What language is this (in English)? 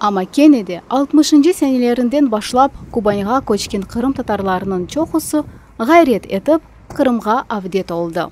Crimean Tatar